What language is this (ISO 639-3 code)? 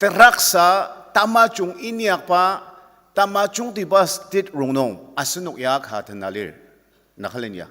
njo